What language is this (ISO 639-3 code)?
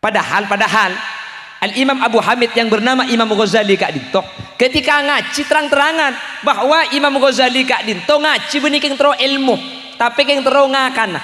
mad